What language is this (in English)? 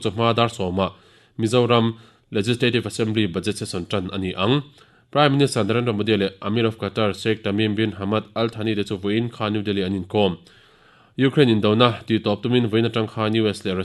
Mizo